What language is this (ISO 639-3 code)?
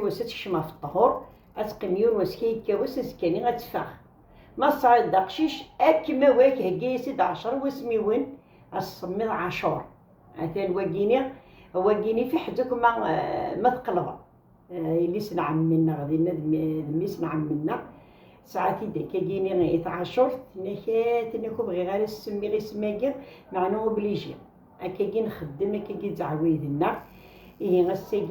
kab